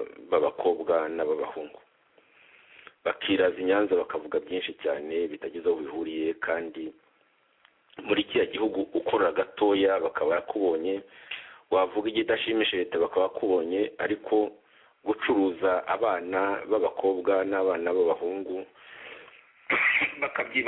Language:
Kinyarwanda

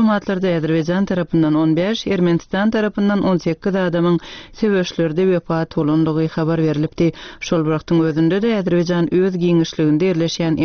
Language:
Turkmen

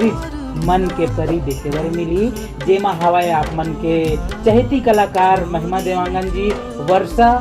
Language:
Chhattisgarhi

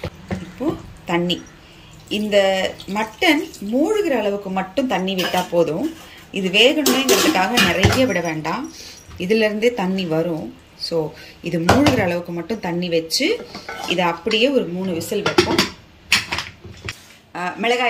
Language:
Tamil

